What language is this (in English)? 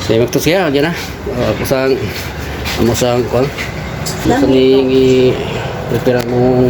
Cebuano